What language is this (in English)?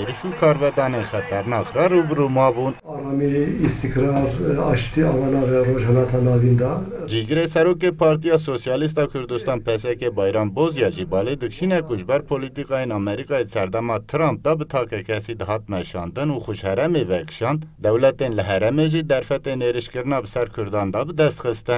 Kurdish